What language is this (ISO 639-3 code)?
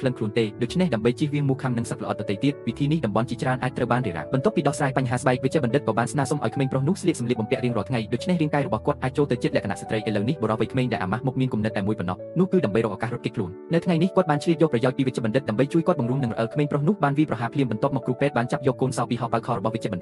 khm